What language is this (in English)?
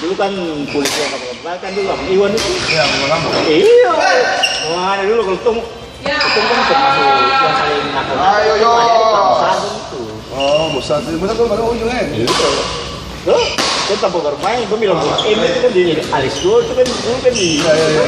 Ambonese Malay